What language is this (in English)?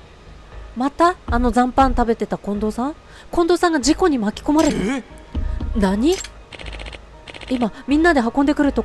Japanese